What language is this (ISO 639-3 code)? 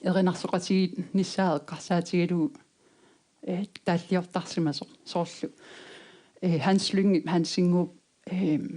kal